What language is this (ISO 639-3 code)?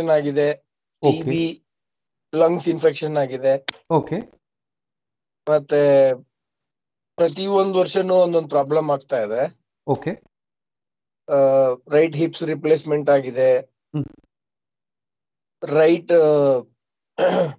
kan